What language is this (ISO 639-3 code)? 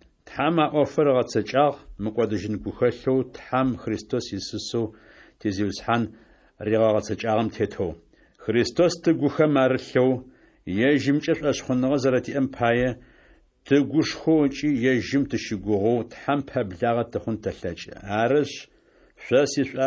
ady